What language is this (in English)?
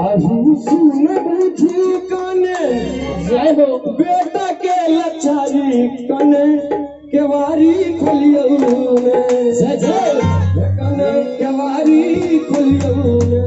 Maithili